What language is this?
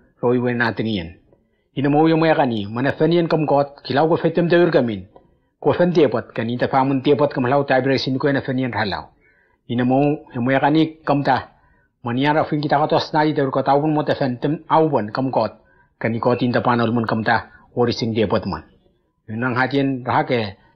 Whitesands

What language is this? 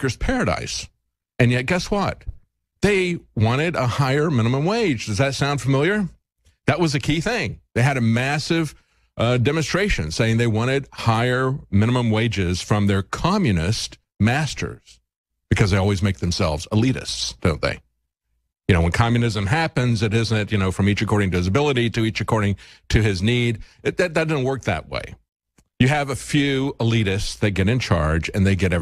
English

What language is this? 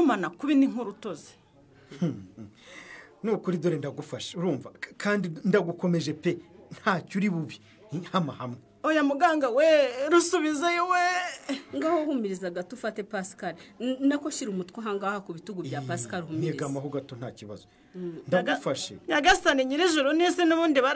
Kinyarwanda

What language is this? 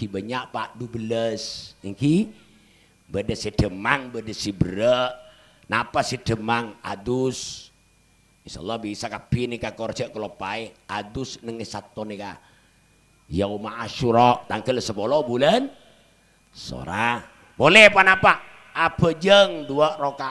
Madurese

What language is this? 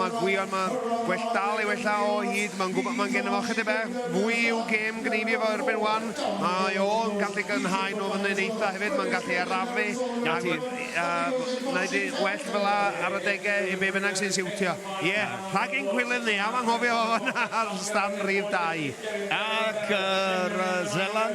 Welsh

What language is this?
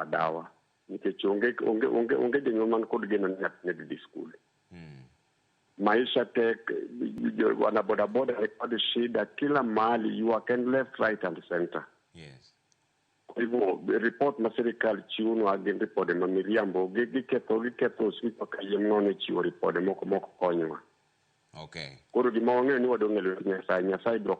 Luo (Kenya and Tanzania)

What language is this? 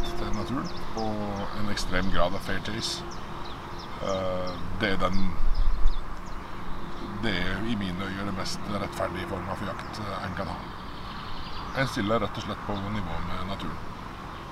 Norwegian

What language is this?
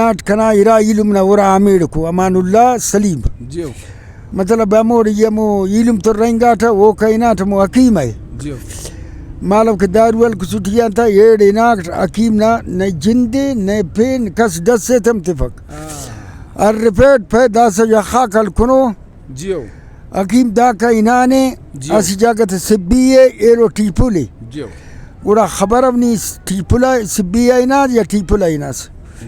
Brahui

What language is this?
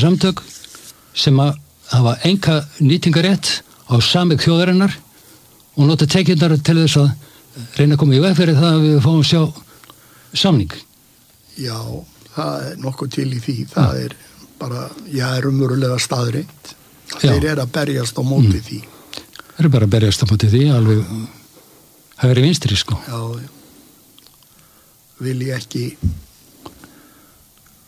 Icelandic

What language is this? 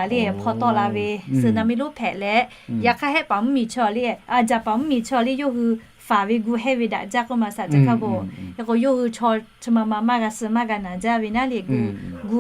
Lahu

